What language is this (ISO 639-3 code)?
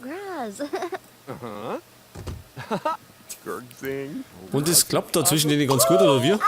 bar